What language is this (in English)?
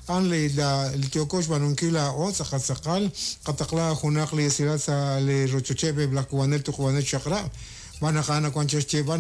Kekchí